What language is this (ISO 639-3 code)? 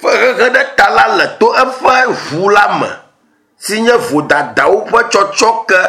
ewe